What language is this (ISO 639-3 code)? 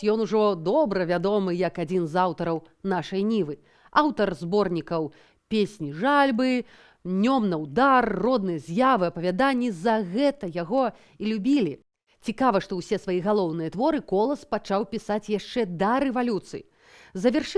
bel